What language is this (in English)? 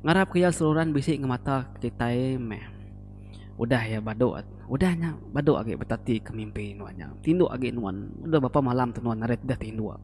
Iban